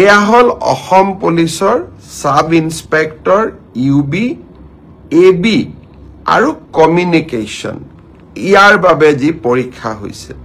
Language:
Assamese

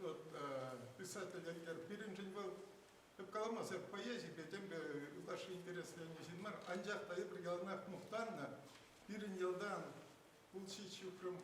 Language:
Chuvash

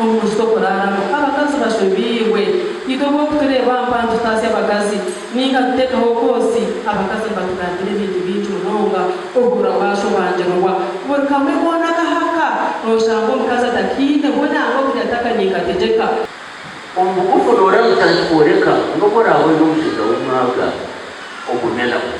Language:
Nyankole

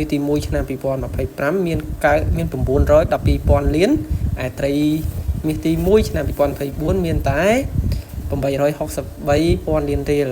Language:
Khmer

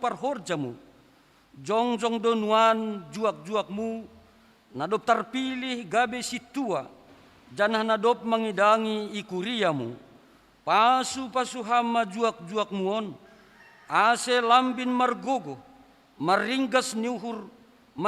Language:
Batak Simalungun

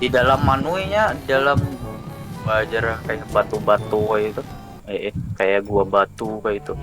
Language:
Banjar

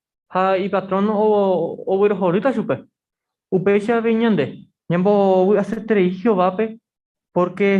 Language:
Guarani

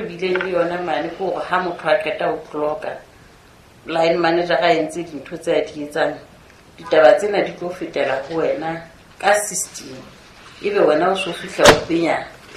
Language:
Southern Sotho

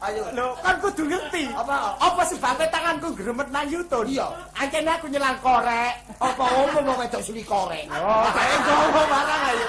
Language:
Javanese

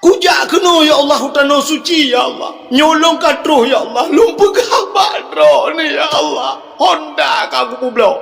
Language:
Achinese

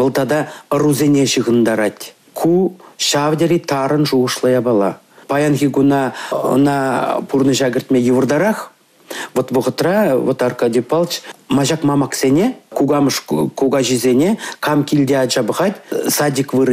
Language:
Chuvash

